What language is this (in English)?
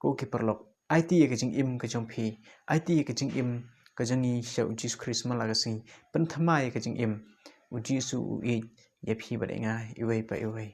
Khasi